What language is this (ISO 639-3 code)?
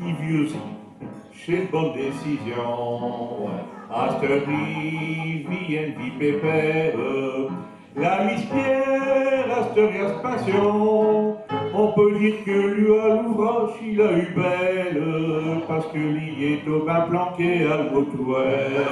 pcd